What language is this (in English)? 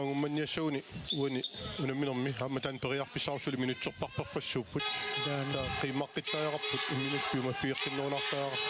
Kalaallisut